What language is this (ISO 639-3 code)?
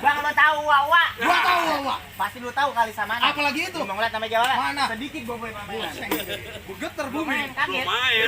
bew